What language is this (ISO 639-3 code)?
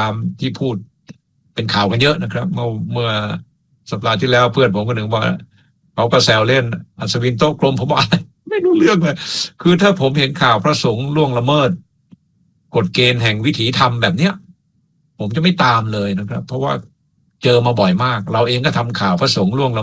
tha